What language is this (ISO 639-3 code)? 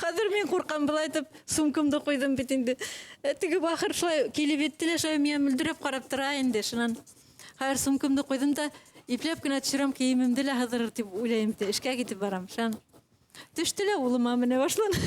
bak